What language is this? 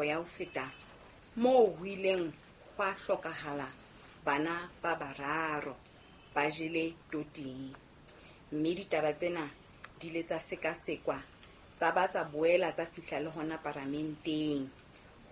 Southern Sotho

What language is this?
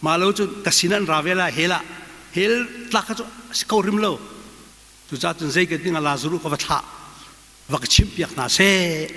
Hakha Chin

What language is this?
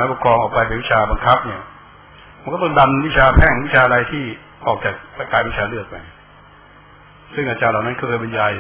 Thai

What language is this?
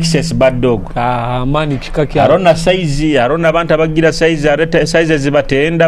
Nyoro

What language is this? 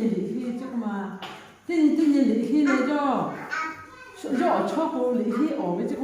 Lahu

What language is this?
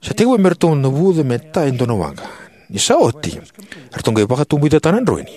Fijian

